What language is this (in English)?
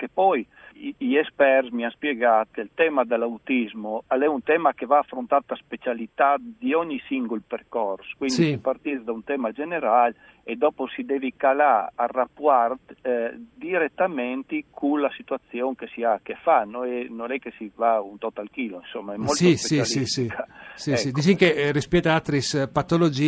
Friulian